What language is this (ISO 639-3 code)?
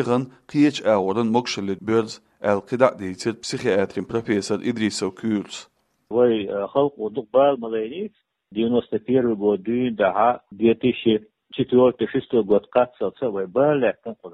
che